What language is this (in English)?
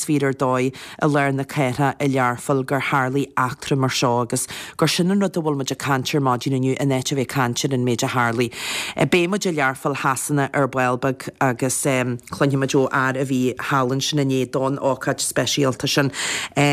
Irish